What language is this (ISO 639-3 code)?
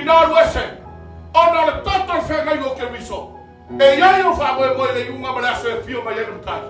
smo